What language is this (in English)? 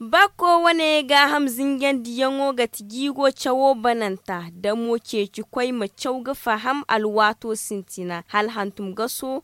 Zarma